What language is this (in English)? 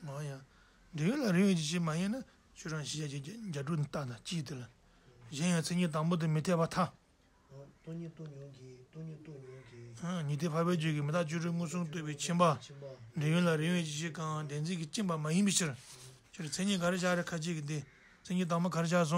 Tibetan